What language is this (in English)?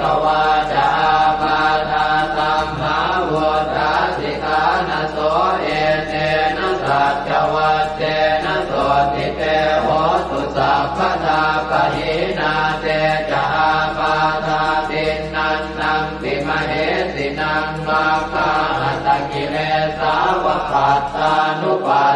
Pali